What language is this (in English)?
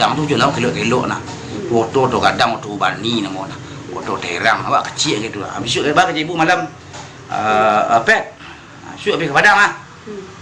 Minangkabau